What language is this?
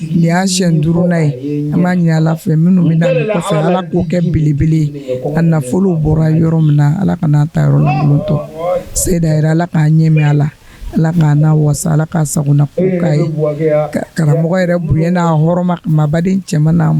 Bambara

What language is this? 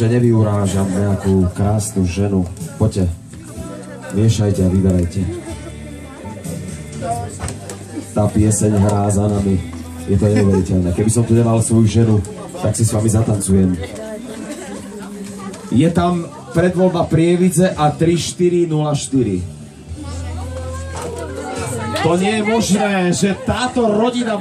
Slovak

